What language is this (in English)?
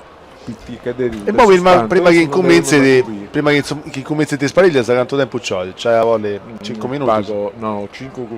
Sardinian